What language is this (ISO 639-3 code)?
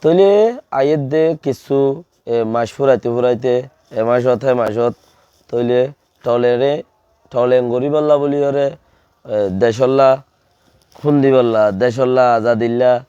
rhg